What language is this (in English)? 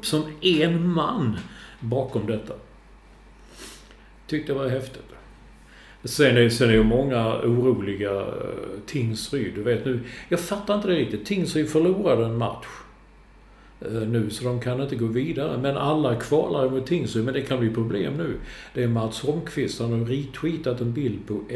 Swedish